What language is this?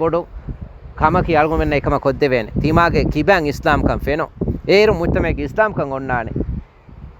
Divehi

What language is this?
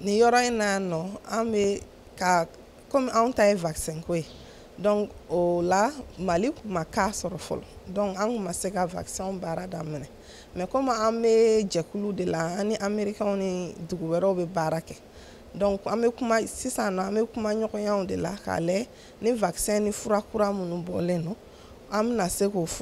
Bambara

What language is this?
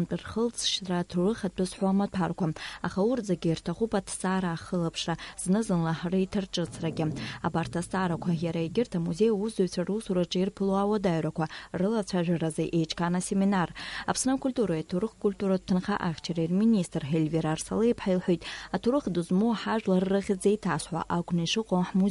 Abkhazian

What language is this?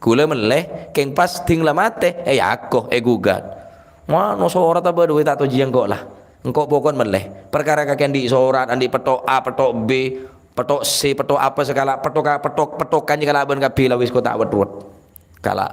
Madurese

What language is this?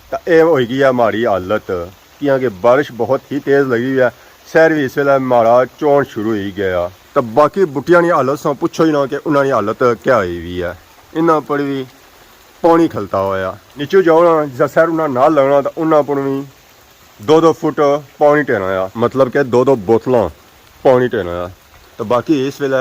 Pahari-Potwari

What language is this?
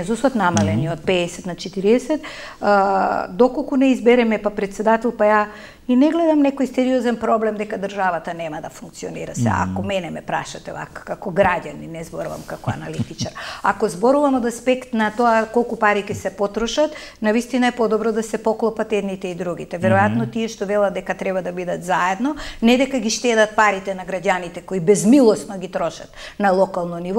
Macedonian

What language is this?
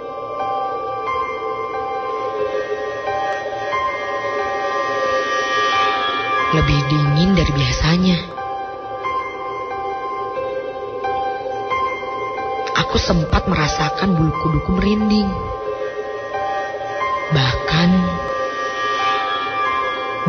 Indonesian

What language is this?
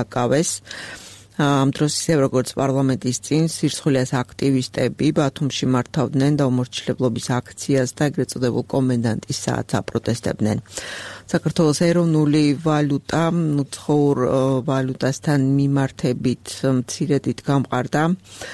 Georgian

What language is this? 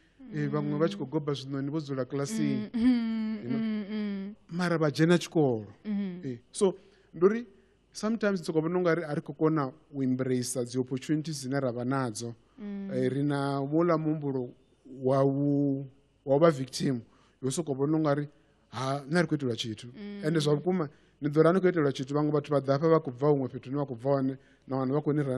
Venda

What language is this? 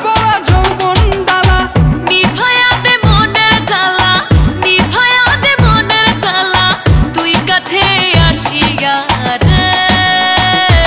Bangla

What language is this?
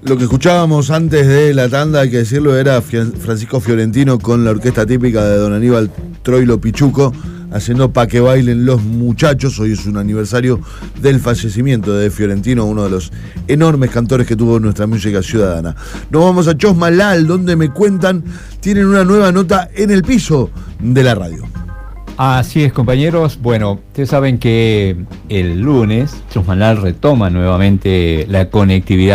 Spanish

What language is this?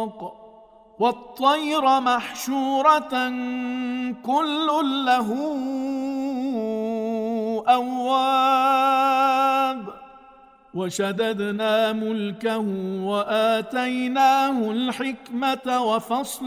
Arabic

